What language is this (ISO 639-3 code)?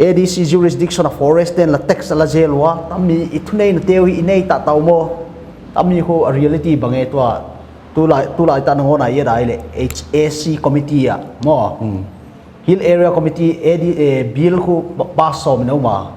pck